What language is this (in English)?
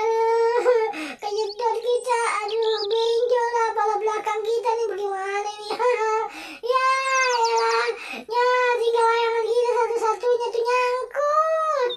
Betawi